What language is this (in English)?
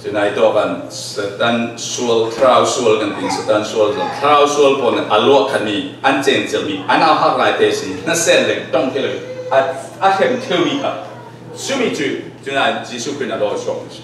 Falam Chin